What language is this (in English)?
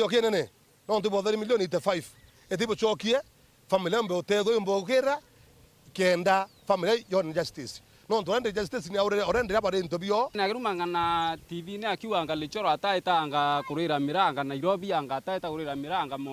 Meru